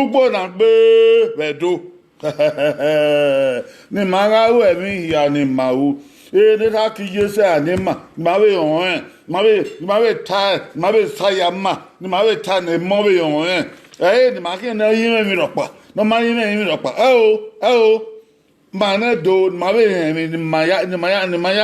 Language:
Bini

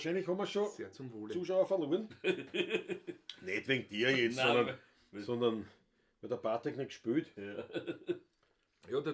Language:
Bavarian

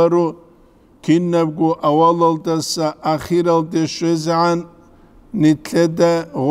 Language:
Avaric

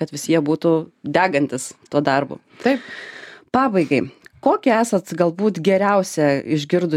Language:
Lithuanian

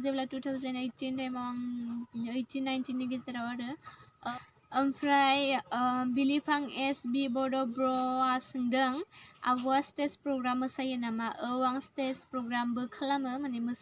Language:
Bodo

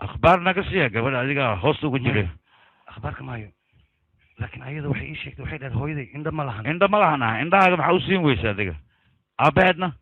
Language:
Somali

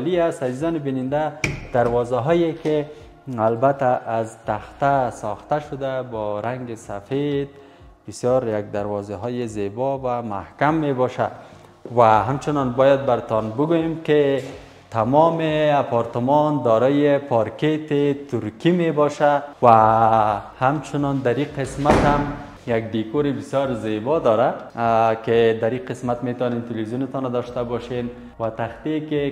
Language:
Persian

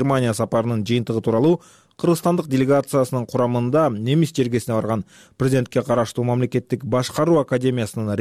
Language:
Kyrgyz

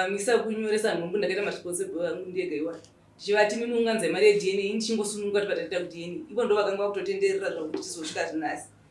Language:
Shona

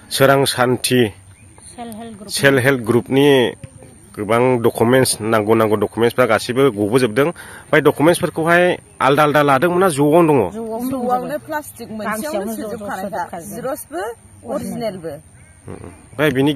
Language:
Bodo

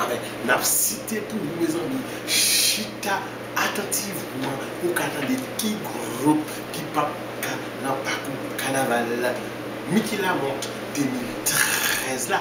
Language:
Haitian Creole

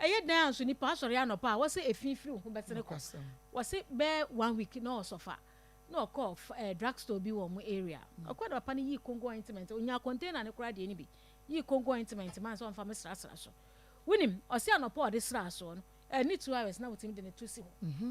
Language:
Akan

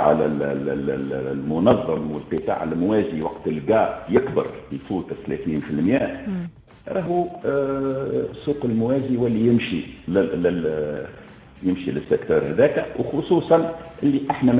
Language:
Tunisian Arabic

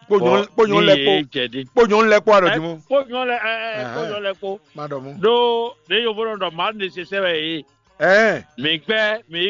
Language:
Fon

